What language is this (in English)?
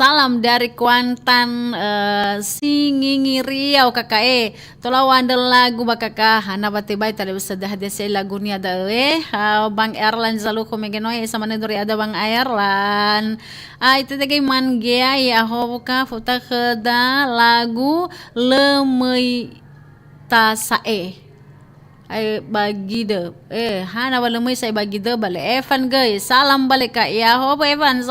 Nias